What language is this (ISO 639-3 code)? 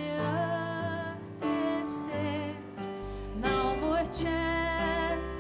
fao